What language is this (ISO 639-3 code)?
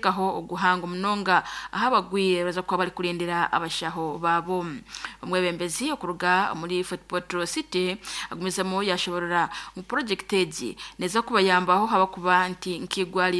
nyn